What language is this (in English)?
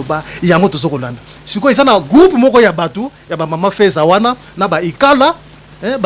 Lingala